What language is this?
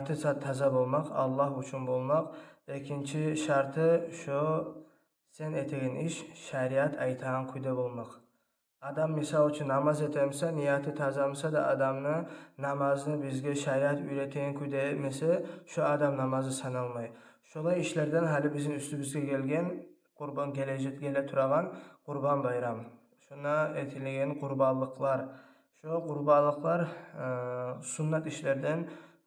Kumyk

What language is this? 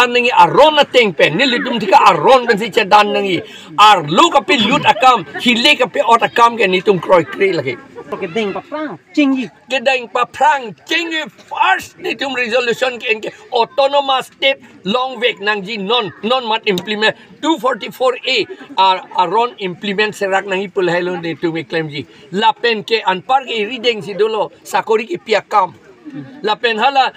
Karbi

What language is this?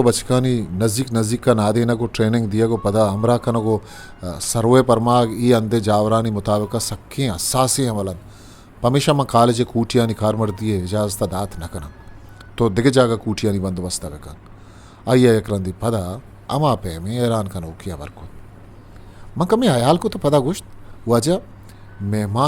Eastern Balochi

